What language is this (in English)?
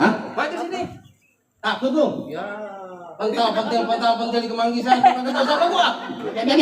Betawi